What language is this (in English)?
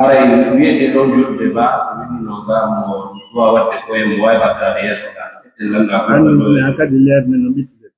Pular